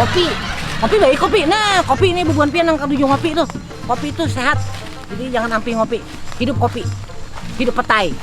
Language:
Banjar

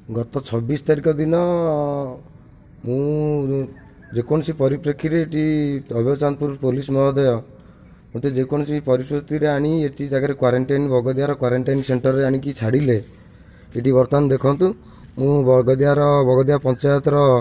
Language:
Odia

